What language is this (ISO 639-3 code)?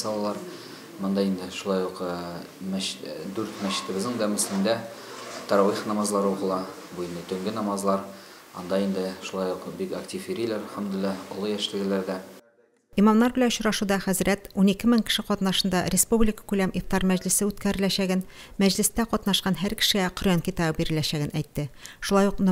tat